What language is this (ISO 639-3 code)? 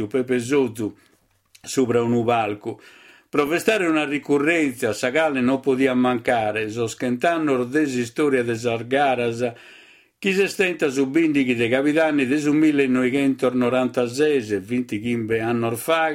srd